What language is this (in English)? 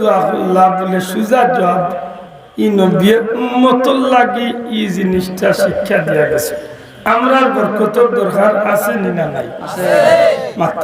Sylheti